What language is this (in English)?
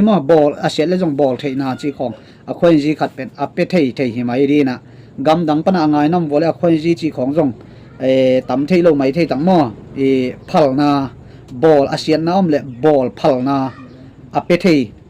Tedim Chin